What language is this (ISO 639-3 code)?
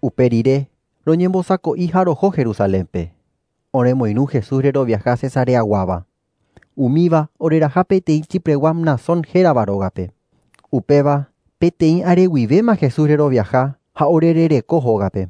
grn